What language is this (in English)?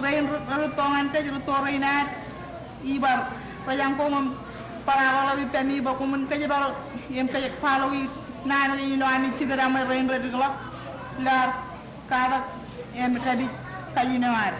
Marshallese